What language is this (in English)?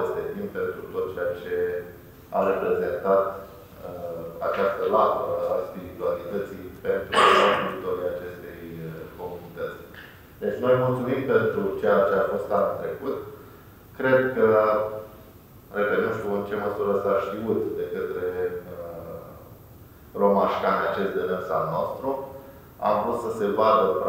Romanian